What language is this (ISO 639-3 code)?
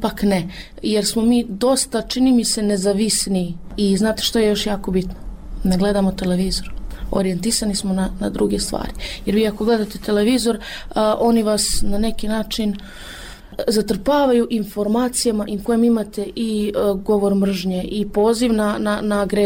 bos